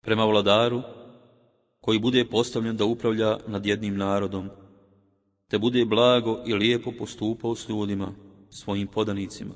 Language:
Bosnian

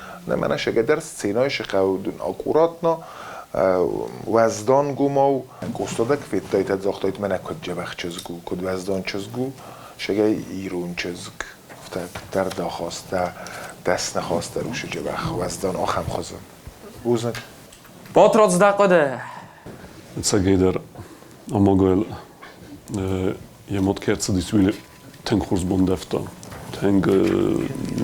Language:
Ossetic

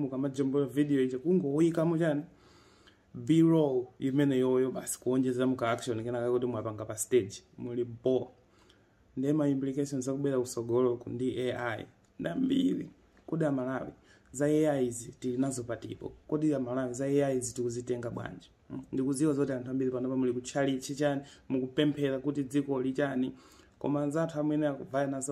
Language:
Nyanja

